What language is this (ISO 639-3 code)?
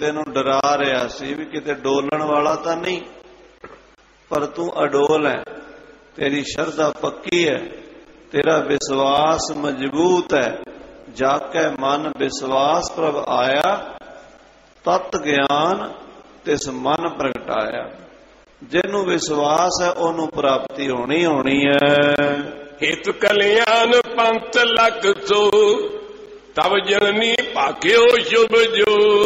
pan